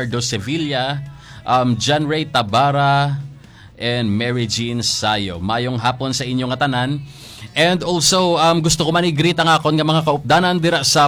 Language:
Hiligaynon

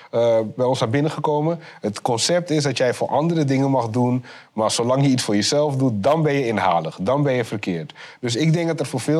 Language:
Dutch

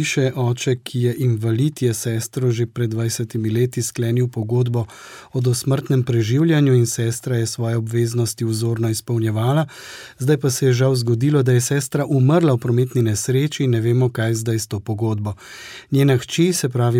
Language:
Slovenian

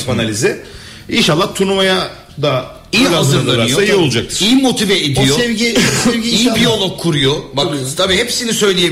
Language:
Turkish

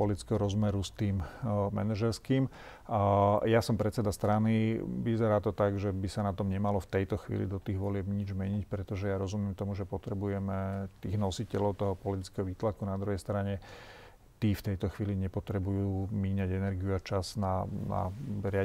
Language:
Slovak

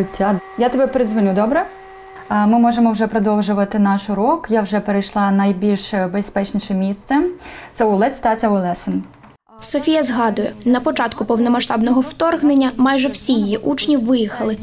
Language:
Ukrainian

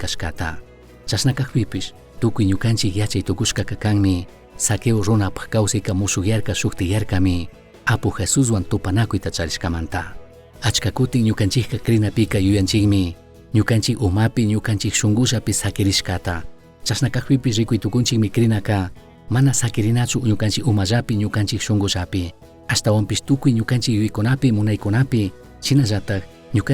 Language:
Chimborazo Highland Quichua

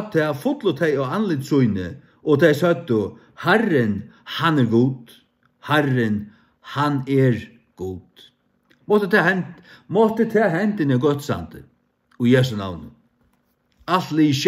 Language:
Faroese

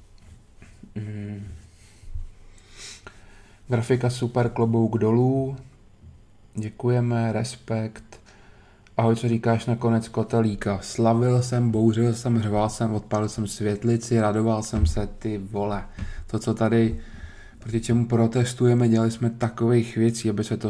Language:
Czech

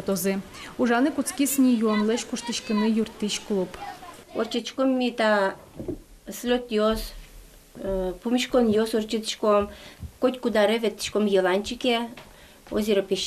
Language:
Udmurt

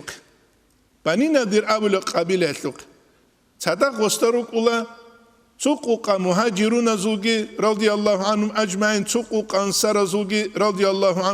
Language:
Avaric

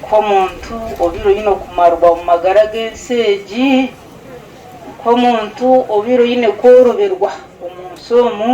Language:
Nyankole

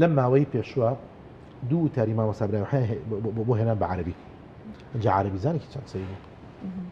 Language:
Central Kurdish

